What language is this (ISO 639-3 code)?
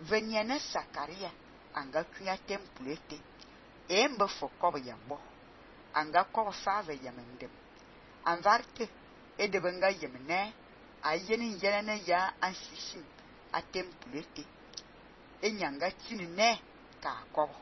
fan